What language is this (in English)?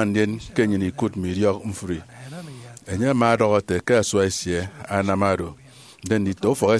Efik